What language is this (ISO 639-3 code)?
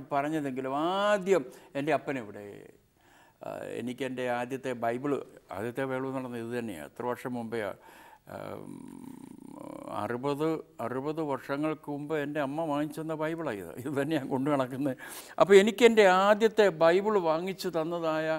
mal